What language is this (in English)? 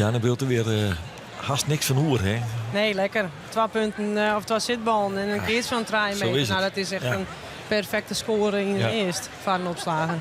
Western Frisian